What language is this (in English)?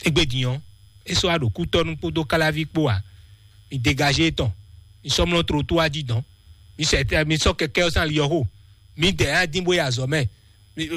Fon